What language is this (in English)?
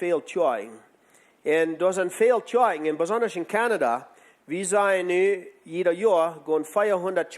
Plautdietsch